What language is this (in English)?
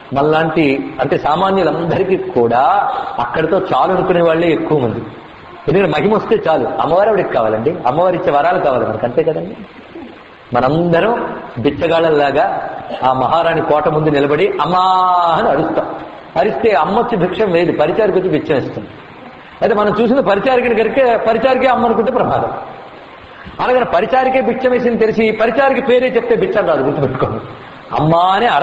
Telugu